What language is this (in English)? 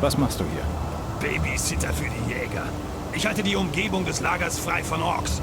Bavarian